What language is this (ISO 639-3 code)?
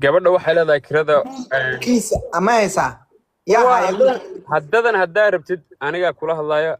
som